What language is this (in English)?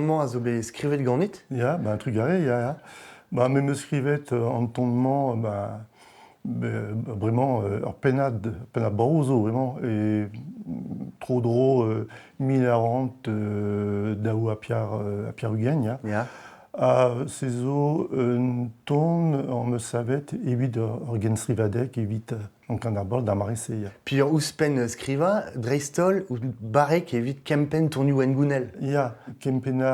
Breton